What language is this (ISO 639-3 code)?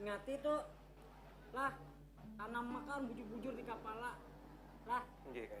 bjn